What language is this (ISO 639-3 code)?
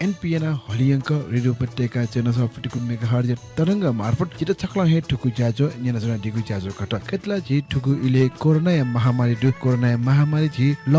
new